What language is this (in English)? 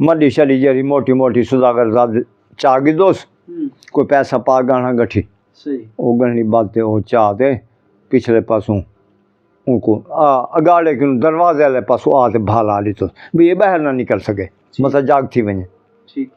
Saraiki